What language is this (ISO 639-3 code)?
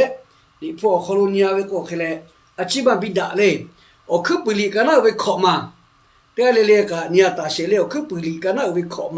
lhu